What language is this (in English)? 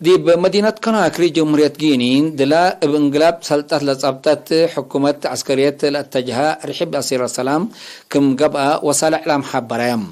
Tigre